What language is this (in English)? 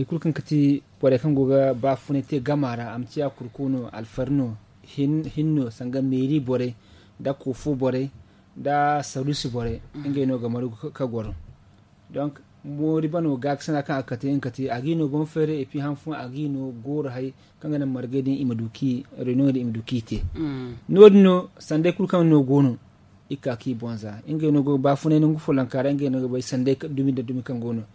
Zarma